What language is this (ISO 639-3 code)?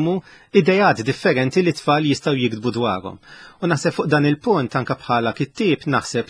mlt